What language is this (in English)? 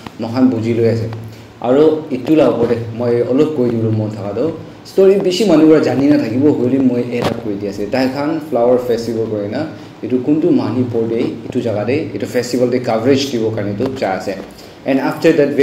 Naga Pidgin